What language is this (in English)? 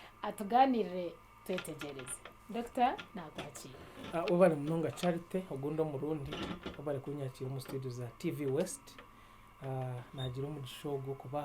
Nyankole